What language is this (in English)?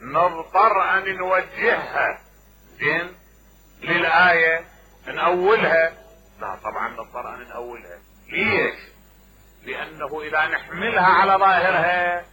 Mesopotamian Arabic